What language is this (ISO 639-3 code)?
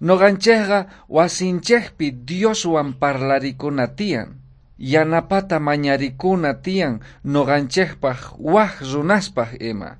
quh